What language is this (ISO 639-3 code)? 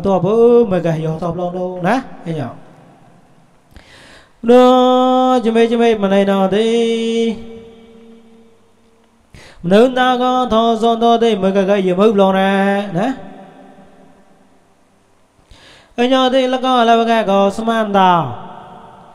vie